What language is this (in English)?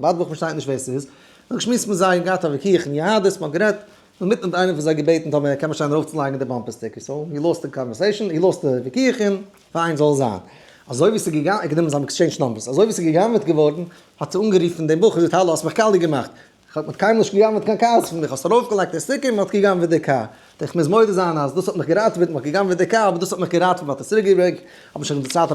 Yiddish